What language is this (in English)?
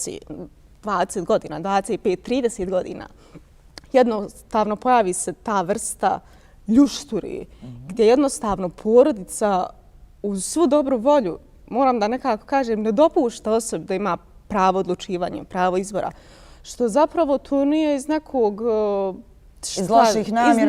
Bosnian